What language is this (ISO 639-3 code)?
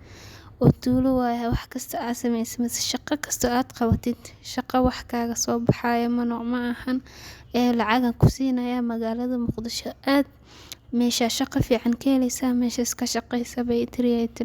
som